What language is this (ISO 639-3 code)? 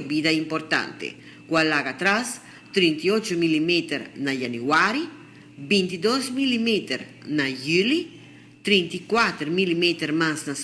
pap